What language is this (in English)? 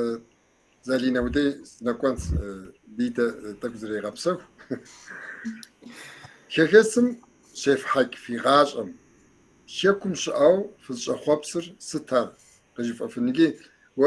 Kabardian